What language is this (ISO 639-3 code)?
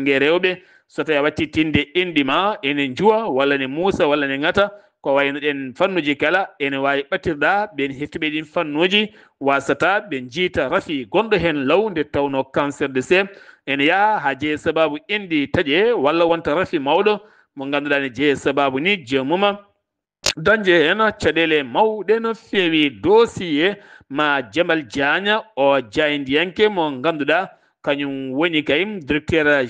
ful